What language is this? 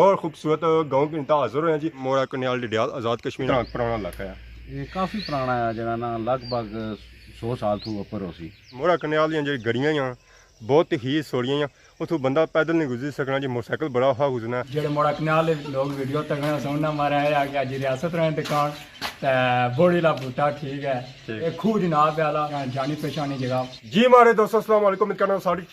Pahari-Potwari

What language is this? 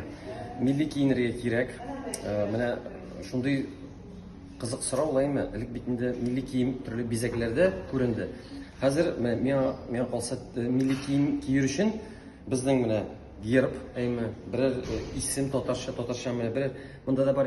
Tatar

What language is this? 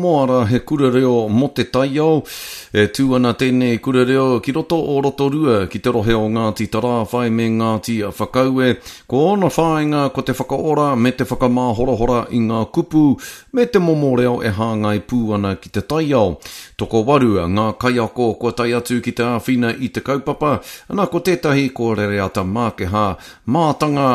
Māori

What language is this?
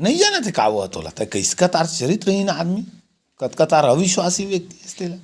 Chhattisgarhi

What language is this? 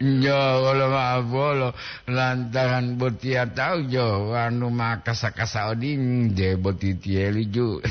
Gorontalo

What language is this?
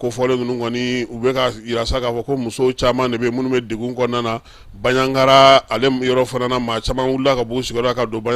Bambara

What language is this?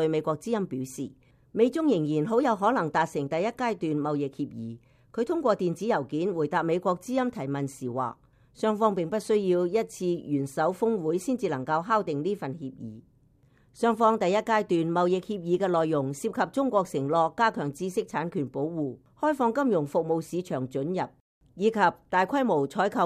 Cantonese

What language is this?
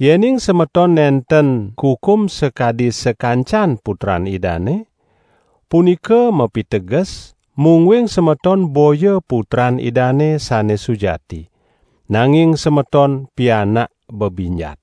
Balinese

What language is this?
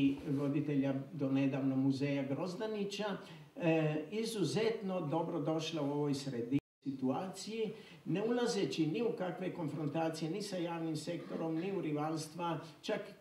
Serbian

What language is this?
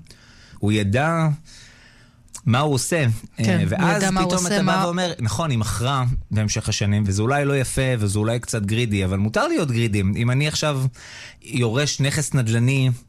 Hebrew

